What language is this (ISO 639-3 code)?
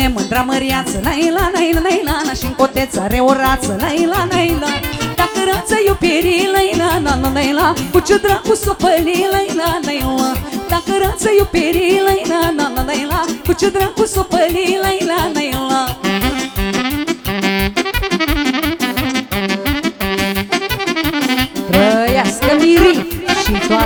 ron